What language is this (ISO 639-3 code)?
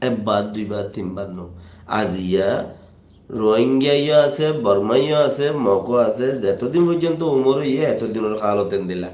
rhg